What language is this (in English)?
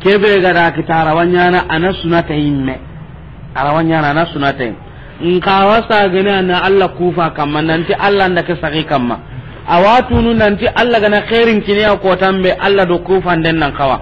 Soninke